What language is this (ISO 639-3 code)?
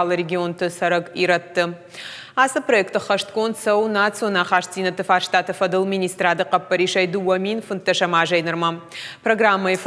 oss